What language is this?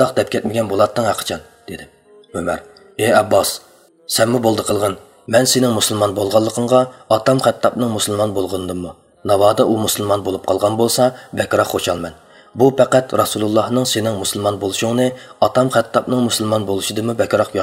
Uyghur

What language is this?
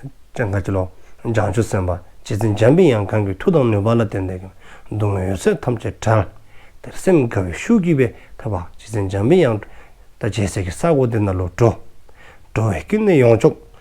Dzongkha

